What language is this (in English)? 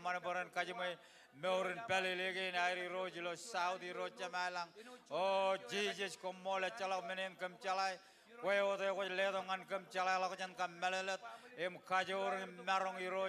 Marshallese